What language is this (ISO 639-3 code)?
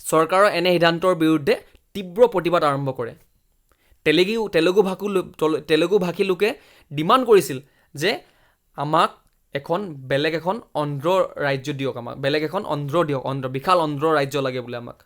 asm